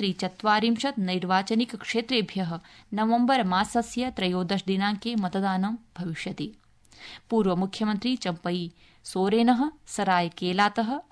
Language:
Sanskrit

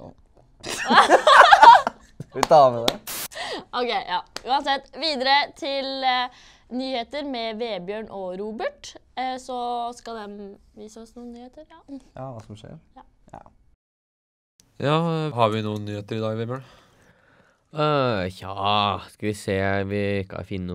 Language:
Norwegian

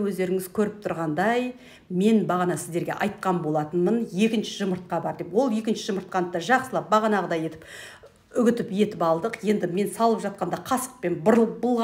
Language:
Kazakh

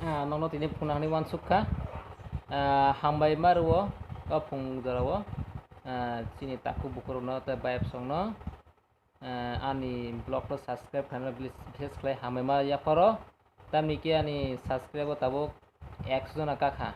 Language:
Kok Borok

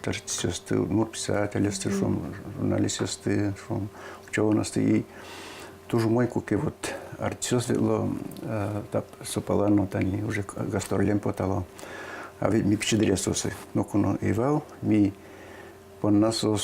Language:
Udmurt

